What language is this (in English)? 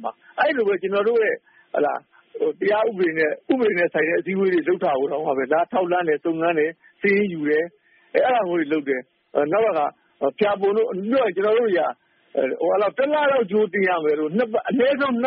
Burmese